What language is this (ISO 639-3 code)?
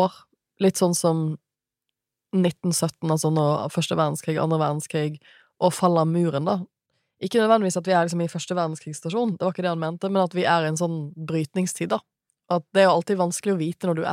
nor